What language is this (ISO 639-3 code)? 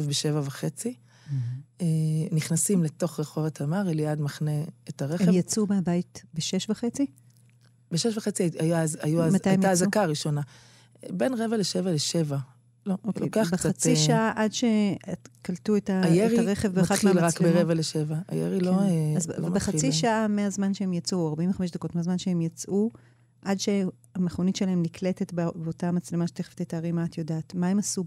heb